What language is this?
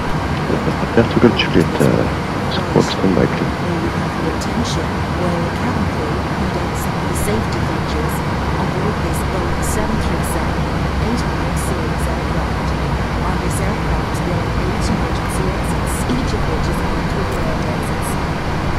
English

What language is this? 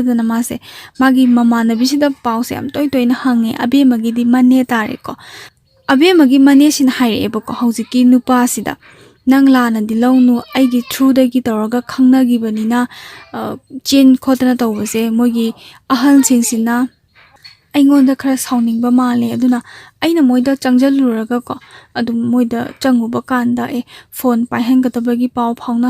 Manipuri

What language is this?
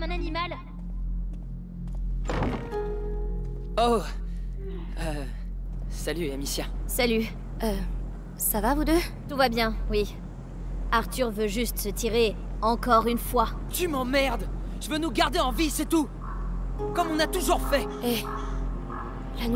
French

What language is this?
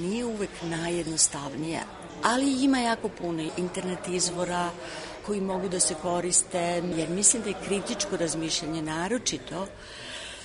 Serbian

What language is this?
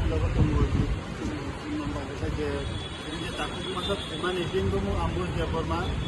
Kok Borok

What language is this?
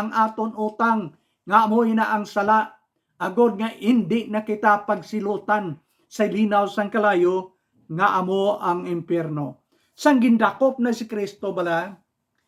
Hiligaynon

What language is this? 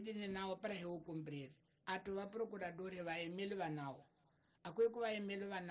Tsonga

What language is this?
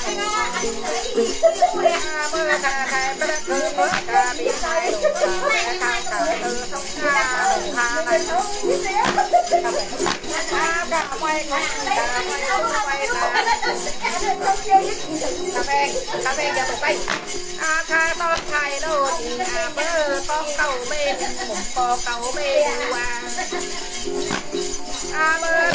Vietnamese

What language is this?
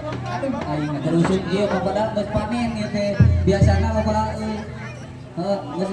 Sundanese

